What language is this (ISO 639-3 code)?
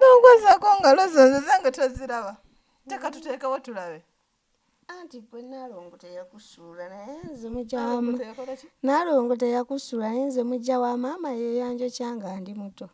lug